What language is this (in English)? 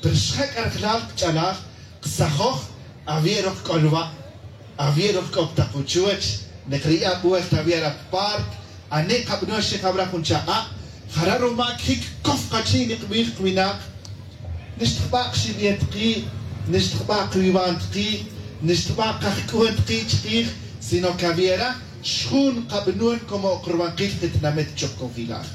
Tz'utujil